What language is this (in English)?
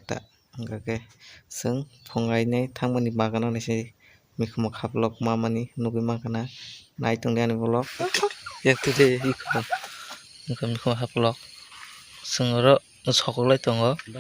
Kok Borok